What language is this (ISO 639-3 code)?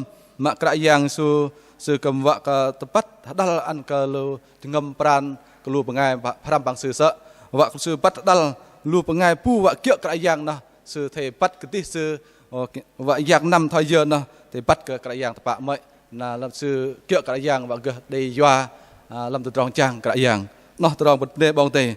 bdq